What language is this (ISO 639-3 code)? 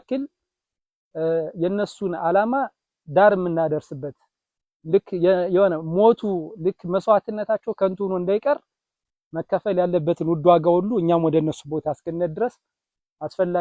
amh